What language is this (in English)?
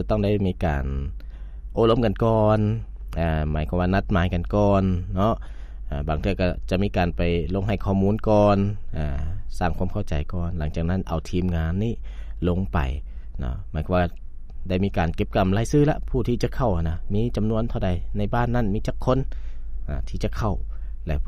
Lao